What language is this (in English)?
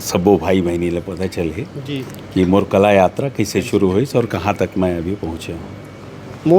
Chhattisgarhi